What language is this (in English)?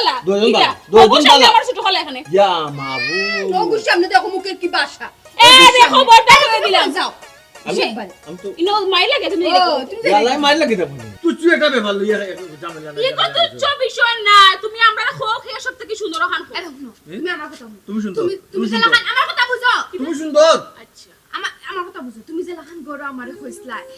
Sylheti